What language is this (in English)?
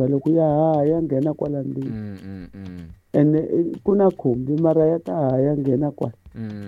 Tsonga